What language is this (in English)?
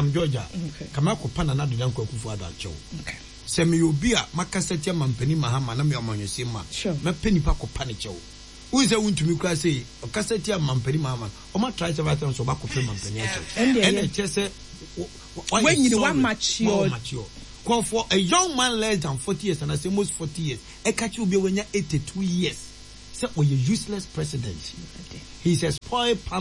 Akan